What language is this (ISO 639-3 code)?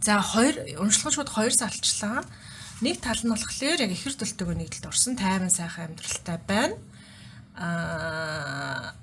mon